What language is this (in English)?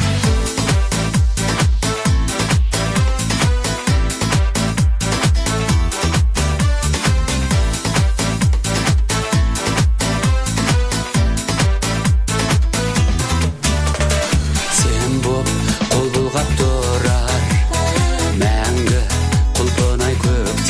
Kazakh